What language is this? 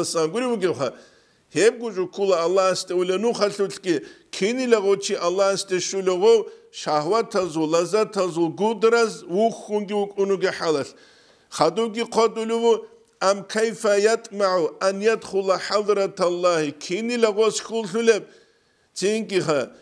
Avaric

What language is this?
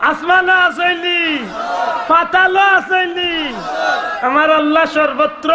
Sylheti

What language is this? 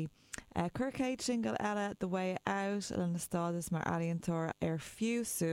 Irish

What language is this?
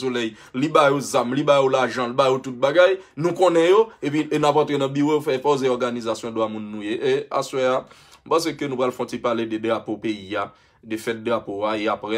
Haitian Creole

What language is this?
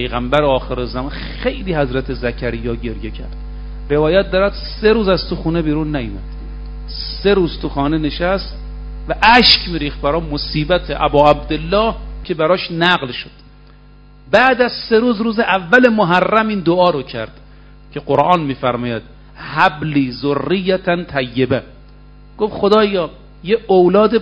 Persian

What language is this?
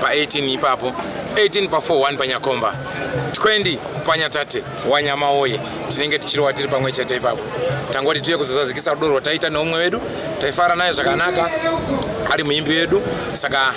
Shona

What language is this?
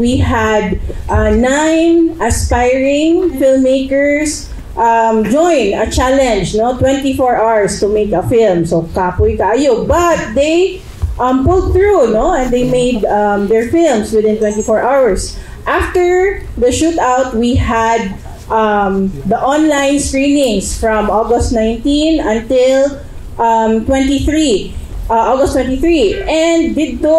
Cebuano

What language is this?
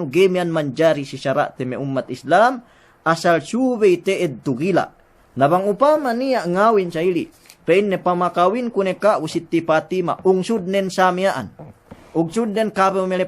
Yakan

